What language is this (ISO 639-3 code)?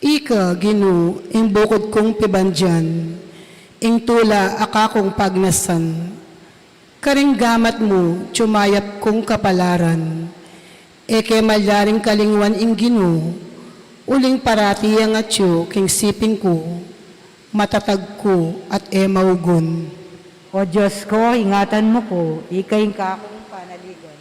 pam